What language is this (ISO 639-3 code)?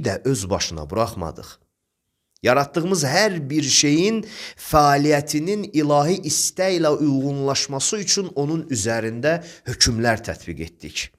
aze